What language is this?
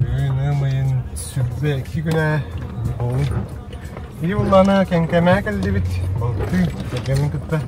Yakut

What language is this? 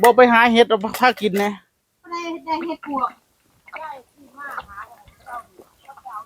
Northeastern Thai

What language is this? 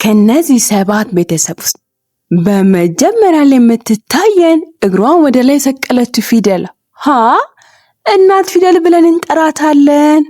Amharic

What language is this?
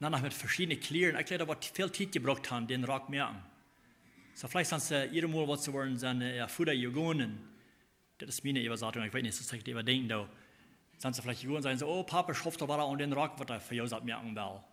Plautdietsch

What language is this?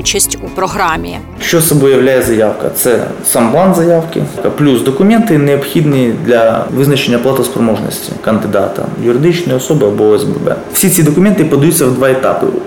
Ukrainian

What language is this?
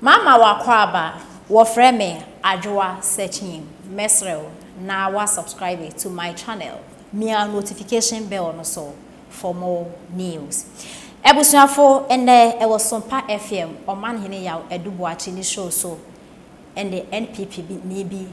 Akan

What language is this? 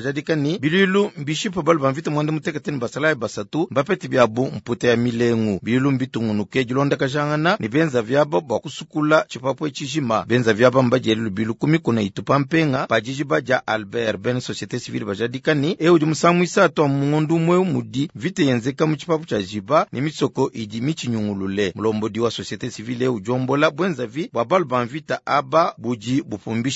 Luba-Lulua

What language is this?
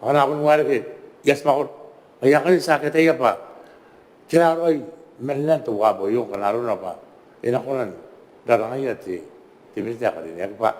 Gilbertese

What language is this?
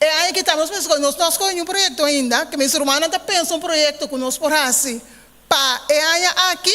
Papiamento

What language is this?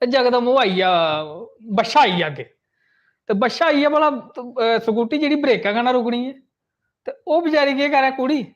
Dogri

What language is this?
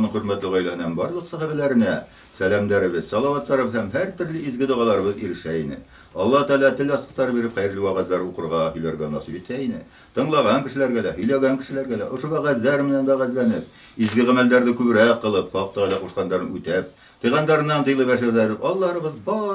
Bashkir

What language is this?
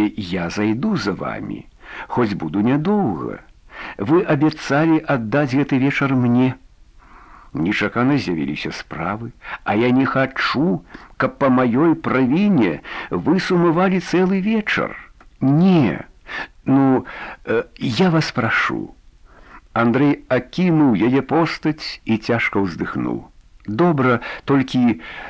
Belarusian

